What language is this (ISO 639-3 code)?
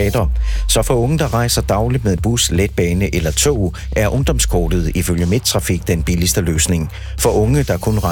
dan